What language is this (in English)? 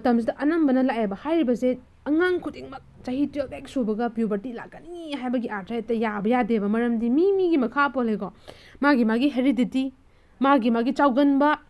Manipuri